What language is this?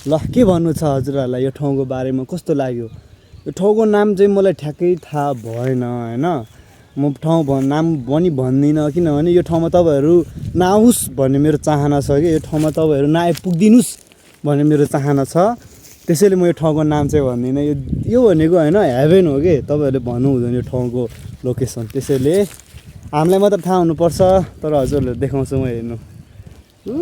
Nepali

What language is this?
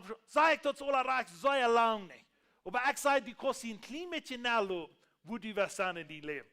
Plautdietsch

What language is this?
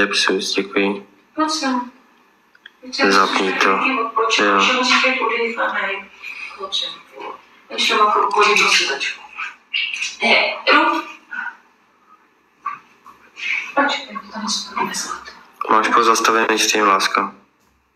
Czech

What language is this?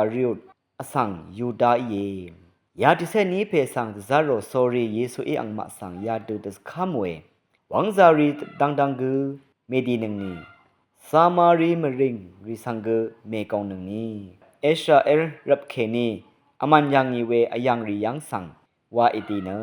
Rawang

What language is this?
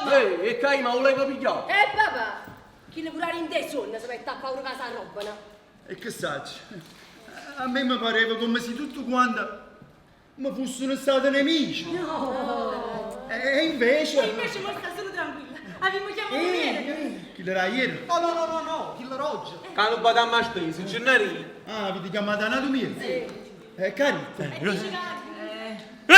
Neapolitan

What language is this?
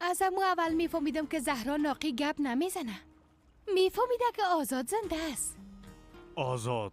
Persian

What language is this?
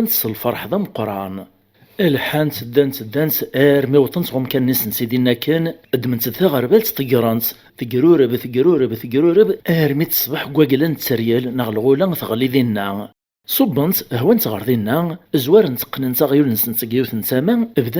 Kabyle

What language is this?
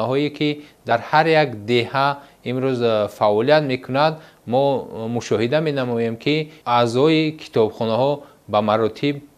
Tajik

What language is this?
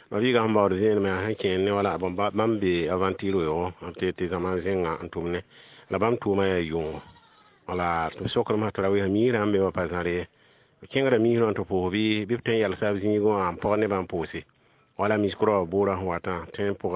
Mossi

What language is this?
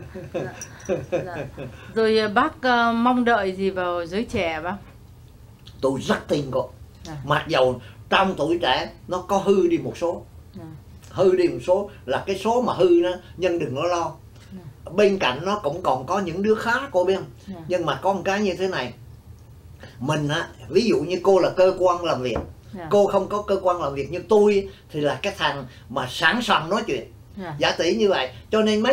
Vietnamese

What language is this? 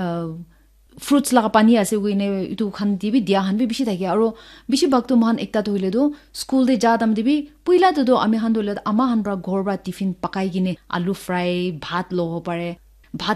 Naga Pidgin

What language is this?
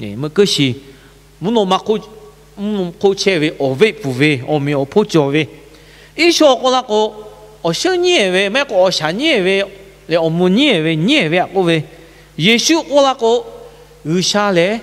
Lahu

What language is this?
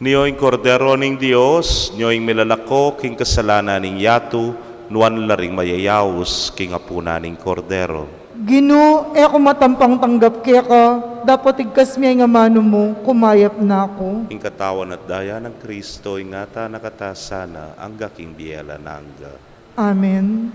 Pampanga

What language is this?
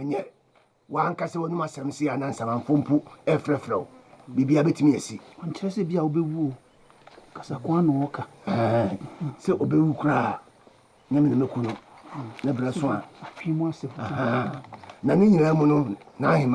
Akan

